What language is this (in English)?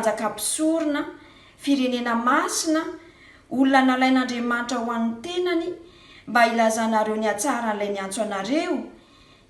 Malagasy